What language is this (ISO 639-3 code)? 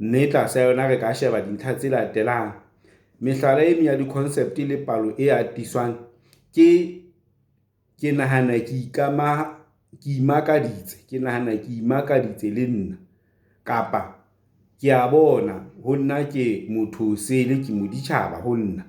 sot